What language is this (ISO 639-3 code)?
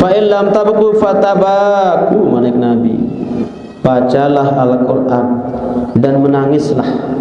sas